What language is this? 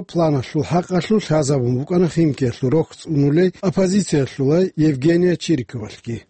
Avaric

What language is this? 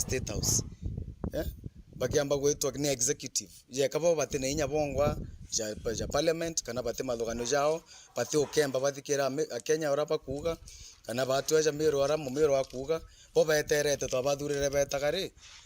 Meru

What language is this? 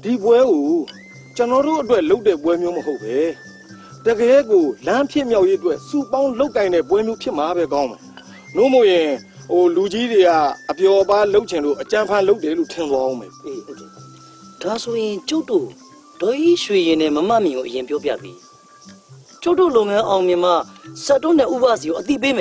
Burmese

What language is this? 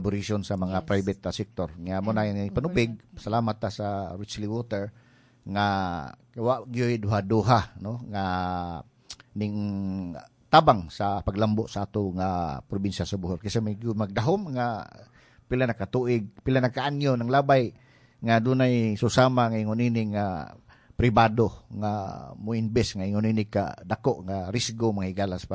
Cebuano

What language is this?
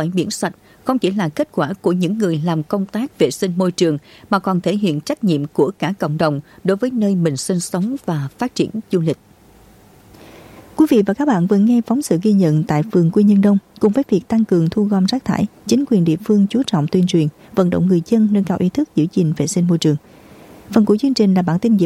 Vietnamese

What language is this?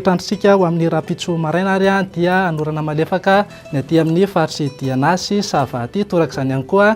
Malagasy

